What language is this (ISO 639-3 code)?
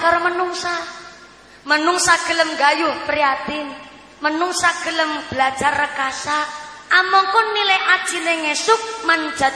jav